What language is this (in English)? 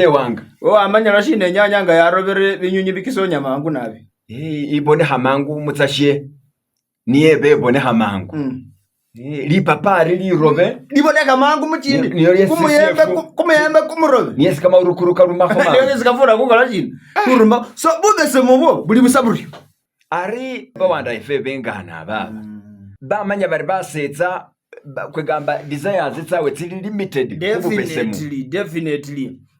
Masaaba